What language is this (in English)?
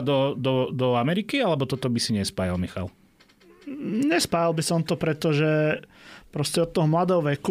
Slovak